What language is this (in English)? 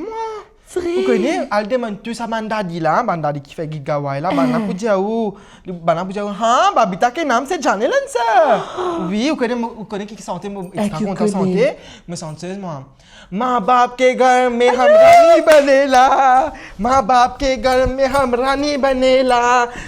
Morisyen